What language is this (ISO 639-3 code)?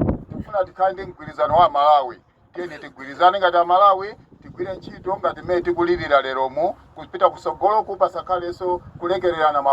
nya